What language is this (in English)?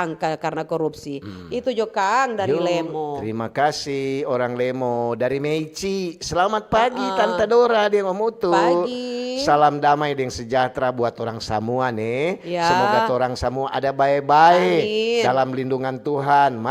Manado Malay